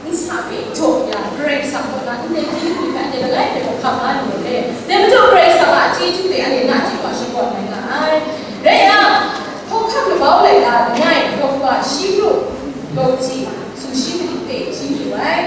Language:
Kachin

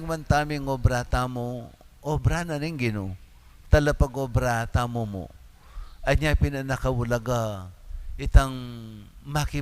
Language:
Pampanga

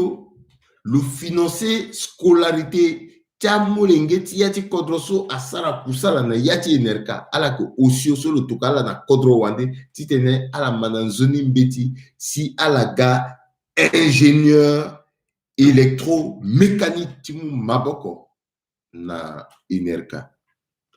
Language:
Sango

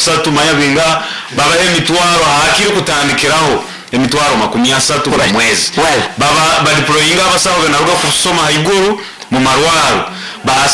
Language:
Nyoro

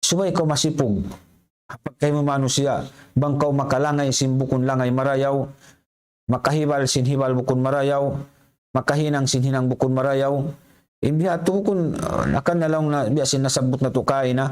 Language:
Tausug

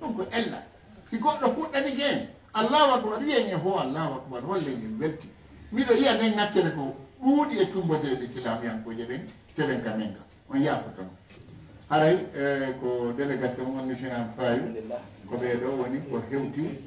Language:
Fula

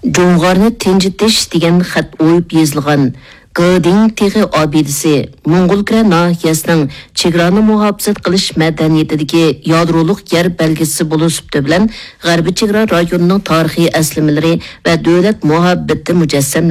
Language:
Uyghur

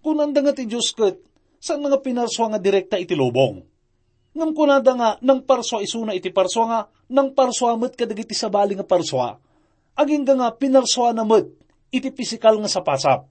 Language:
Iloko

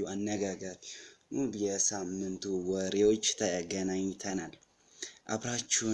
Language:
Amharic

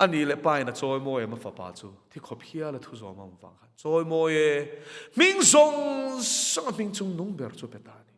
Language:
Mizo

